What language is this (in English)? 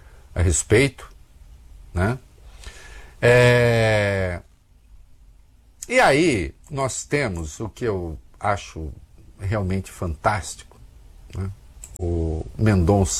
Portuguese